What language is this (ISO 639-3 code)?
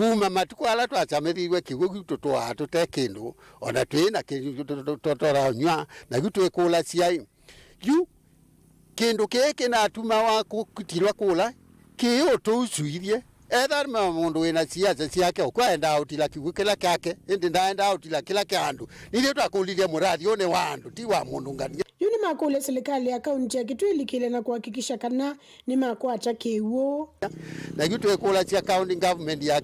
kam